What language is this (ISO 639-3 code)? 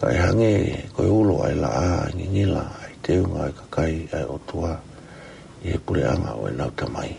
ton